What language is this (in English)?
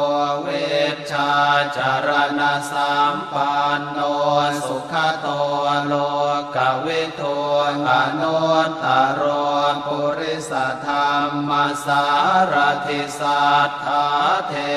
Pali